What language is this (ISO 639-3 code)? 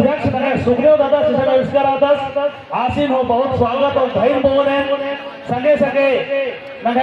kru